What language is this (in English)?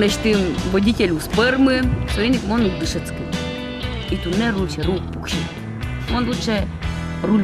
Udmurt